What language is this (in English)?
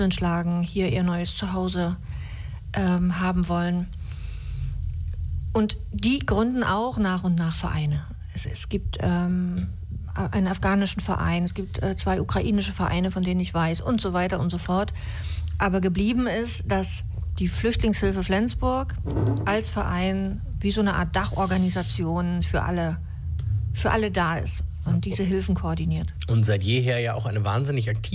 German